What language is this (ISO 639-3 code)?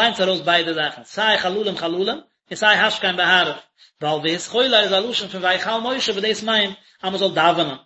yid